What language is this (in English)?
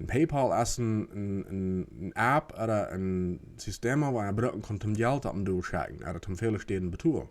Plautdietsch